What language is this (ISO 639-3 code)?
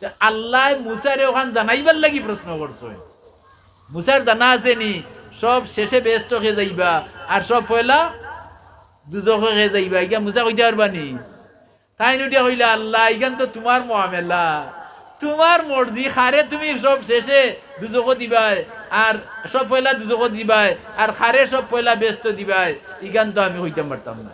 syl